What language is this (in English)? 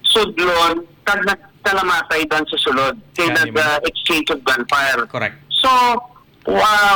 Hiligaynon